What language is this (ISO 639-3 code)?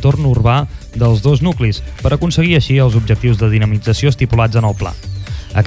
cat